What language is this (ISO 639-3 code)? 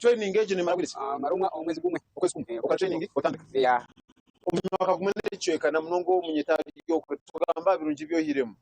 nyn